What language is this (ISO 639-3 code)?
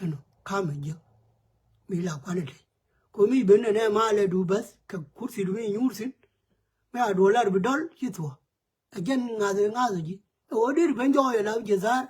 nus